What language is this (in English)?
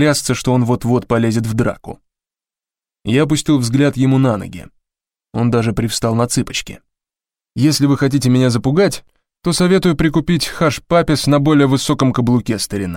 Russian